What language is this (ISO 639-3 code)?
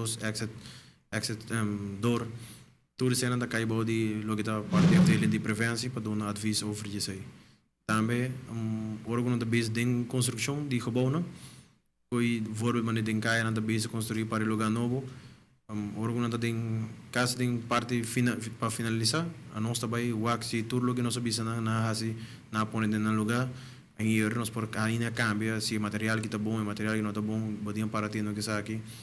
pap